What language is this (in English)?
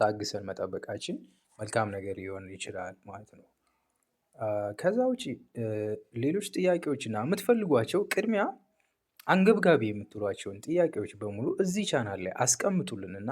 Amharic